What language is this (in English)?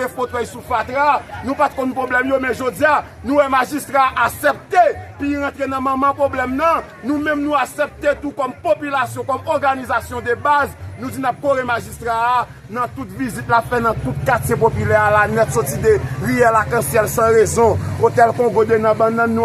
Haitian Creole